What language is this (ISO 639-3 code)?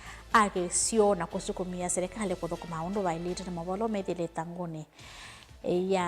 kam